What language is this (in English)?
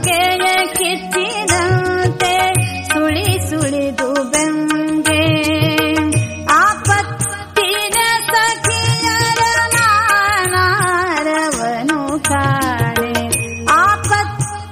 Kannada